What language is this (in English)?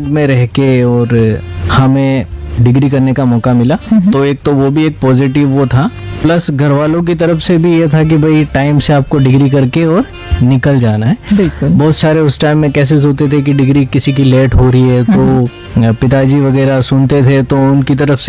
Hindi